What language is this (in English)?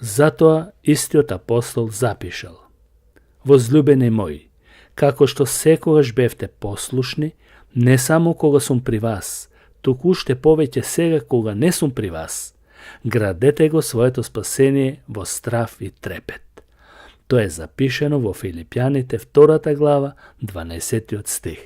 Macedonian